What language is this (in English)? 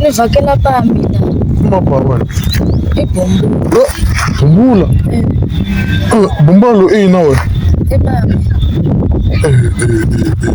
Tsonga